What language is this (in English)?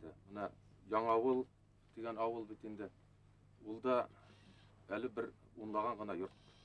Bashkir